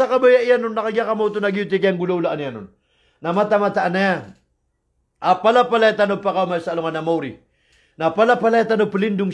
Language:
Maranao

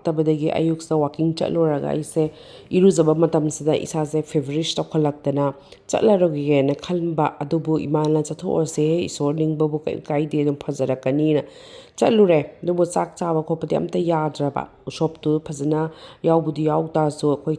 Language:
Manipuri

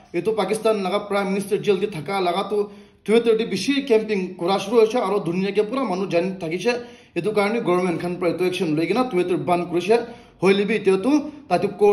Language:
Naga Pidgin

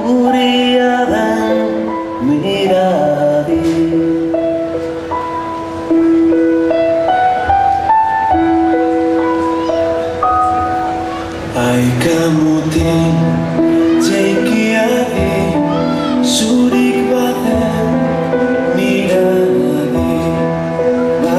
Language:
Basque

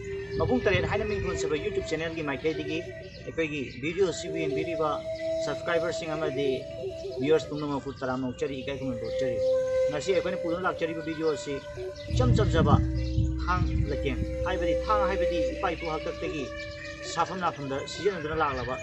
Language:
Manipuri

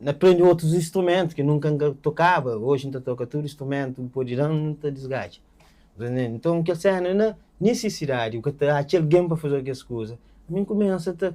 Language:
Kabuverdianu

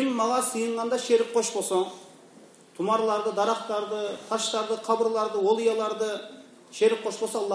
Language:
Kyrgyz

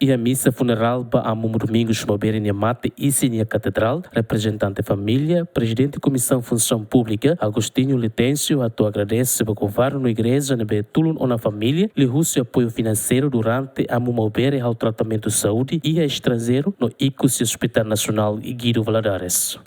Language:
Tetum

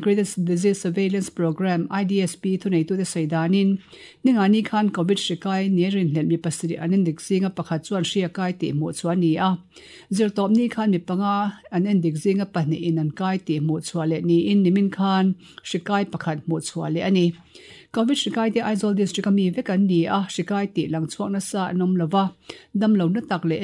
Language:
Mizo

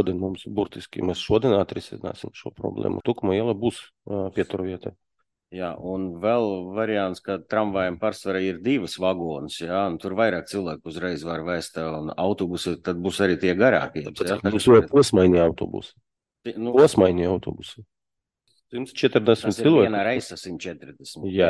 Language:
Latvian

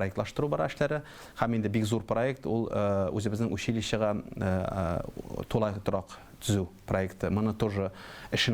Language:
Tatar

